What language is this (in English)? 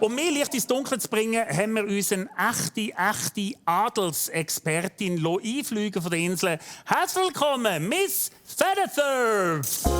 Swiss German